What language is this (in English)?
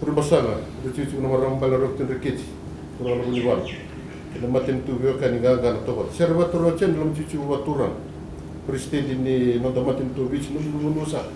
Fijian